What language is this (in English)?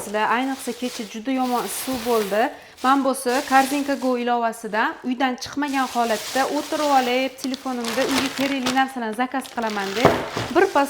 Uzbek